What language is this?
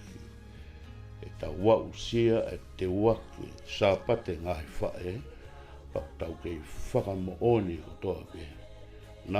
Tongan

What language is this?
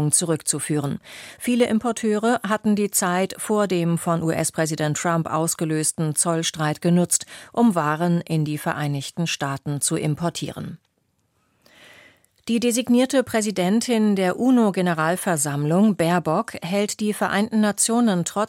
German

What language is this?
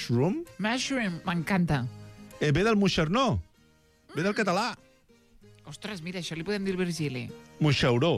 Catalan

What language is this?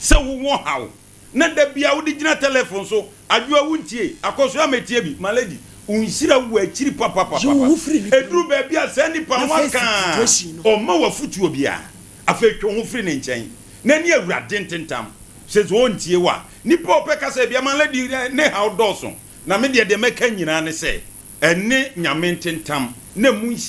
Akan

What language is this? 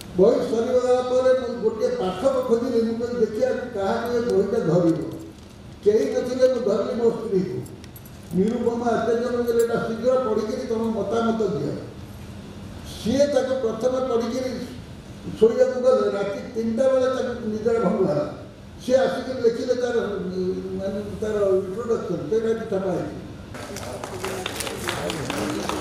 Odia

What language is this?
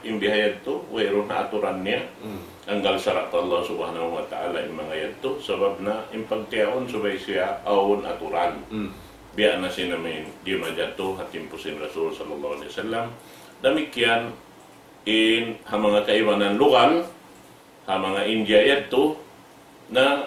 Tausug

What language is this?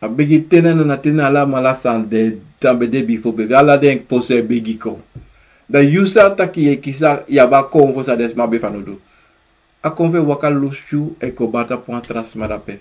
Sranan Tongo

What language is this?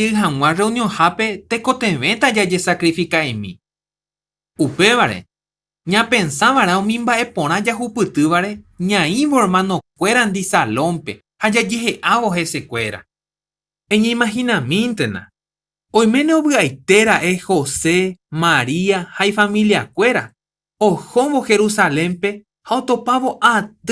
Guarani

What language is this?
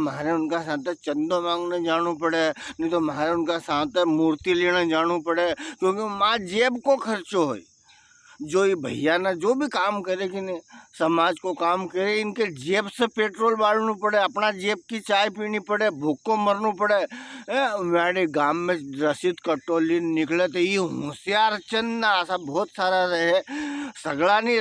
Rajasthani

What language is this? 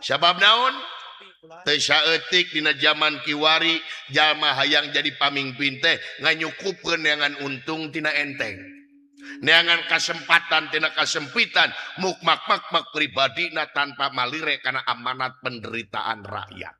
Sundanese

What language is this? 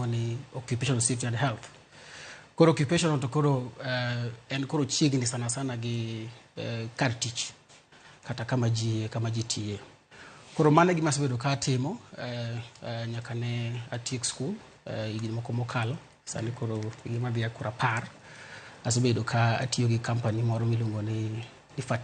Luo (Kenya and Tanzania)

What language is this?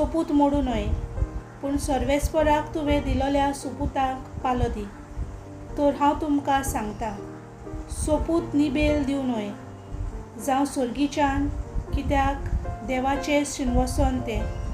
Konkani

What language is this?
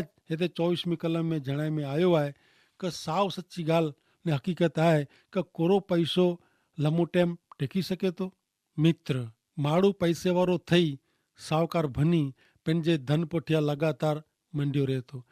Kachhi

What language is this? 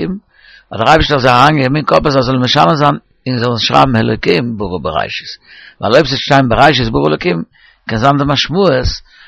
Yiddish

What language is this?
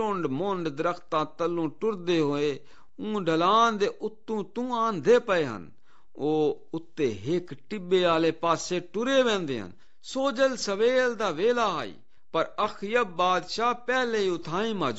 Saraiki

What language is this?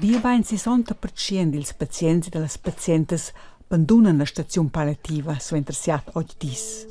Romansh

